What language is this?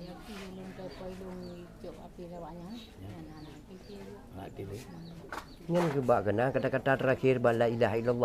Achinese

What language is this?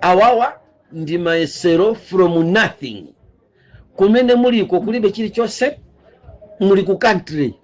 Nyanja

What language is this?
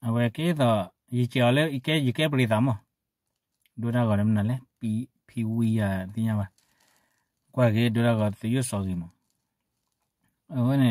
S'gaw Karen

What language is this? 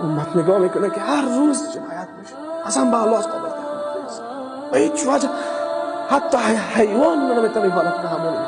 Persian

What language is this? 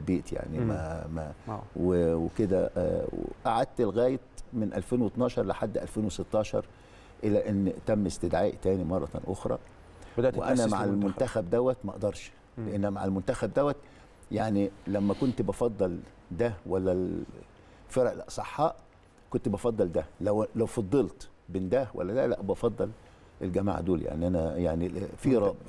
Egyptian Arabic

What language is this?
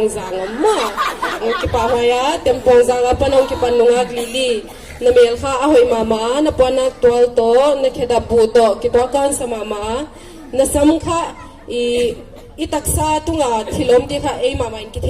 Paite Chin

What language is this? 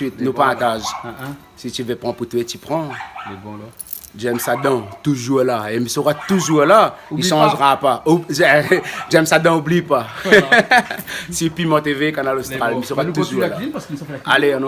Réunion Creole French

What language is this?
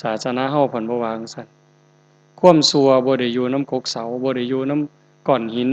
Northeastern Thai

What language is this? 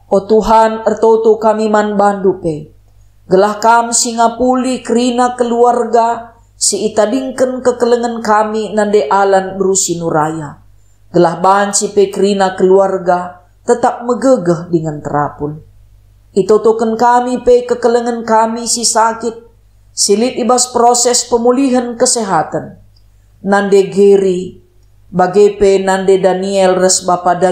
Batak Karo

